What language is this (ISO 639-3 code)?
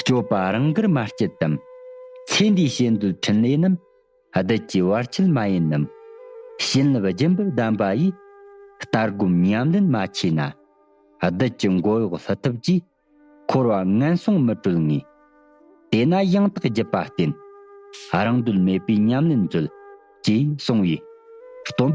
bod